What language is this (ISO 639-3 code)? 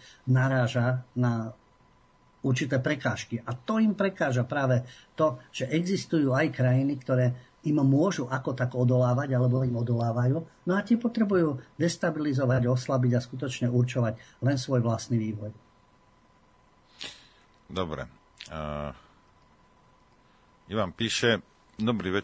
slk